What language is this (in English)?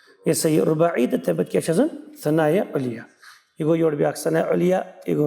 Kashmiri